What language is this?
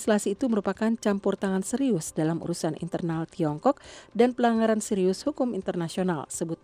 Indonesian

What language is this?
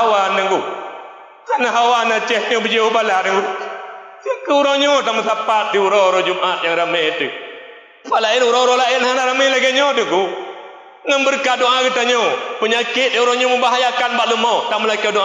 Achinese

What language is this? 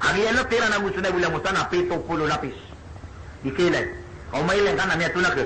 Maranao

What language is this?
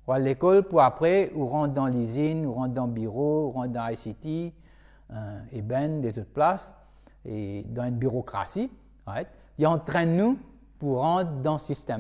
Morisyen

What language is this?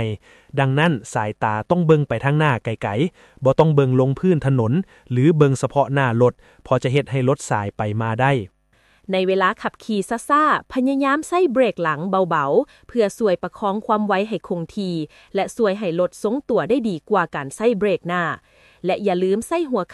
Lao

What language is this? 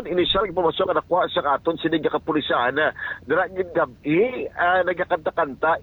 Hiligaynon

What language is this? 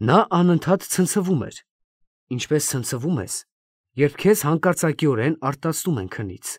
Armenian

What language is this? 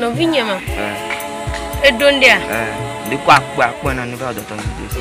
Ewe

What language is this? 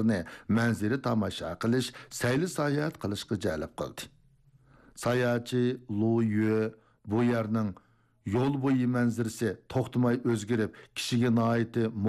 Uyghur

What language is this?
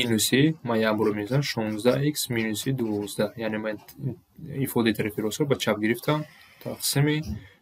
Tajik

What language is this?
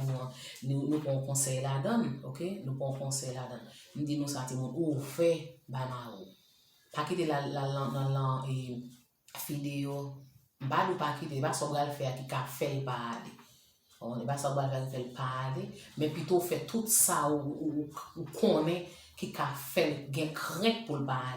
Haitian Creole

